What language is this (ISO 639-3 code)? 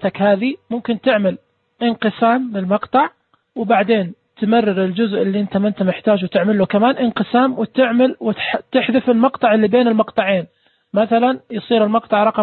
ars